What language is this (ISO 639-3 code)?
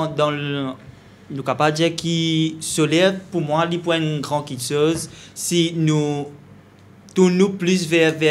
mfe